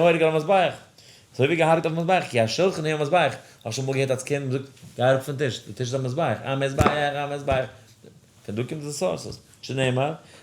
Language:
Yiddish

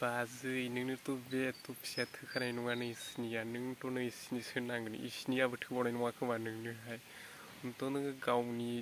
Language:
Bodo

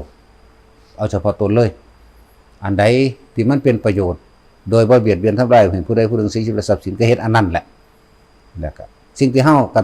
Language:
Northeastern Thai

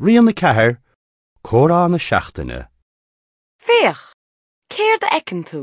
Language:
Irish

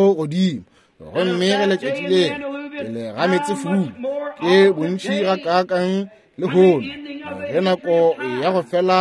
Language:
Northern Sotho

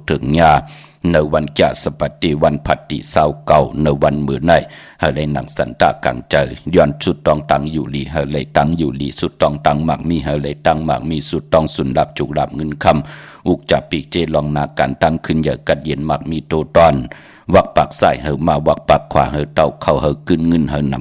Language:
Shan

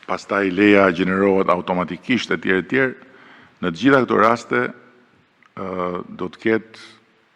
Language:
Albanian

